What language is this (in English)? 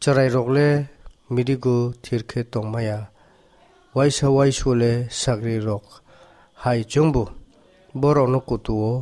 Kok Borok